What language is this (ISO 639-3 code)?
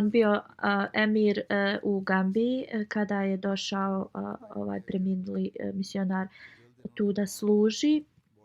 bos